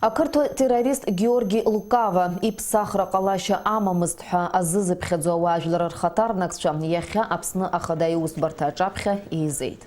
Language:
Abkhazian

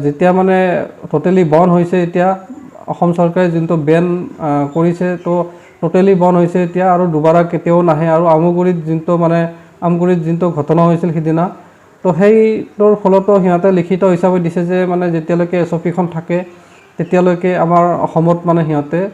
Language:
Assamese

